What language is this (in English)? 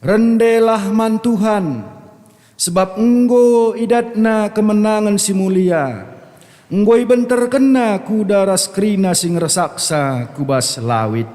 Batak Karo